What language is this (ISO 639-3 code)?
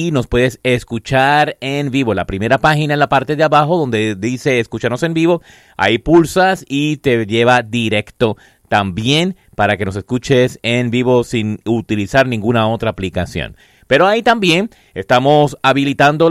spa